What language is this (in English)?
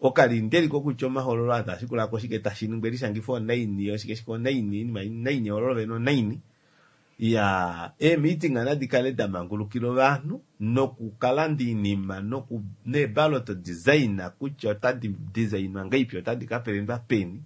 Kuanyama